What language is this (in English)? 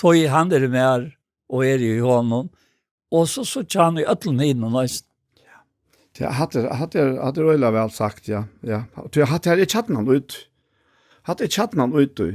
Faroese